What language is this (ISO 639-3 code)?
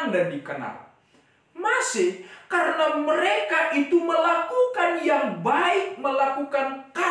bts